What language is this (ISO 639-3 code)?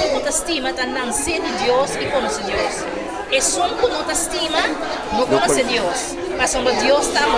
pap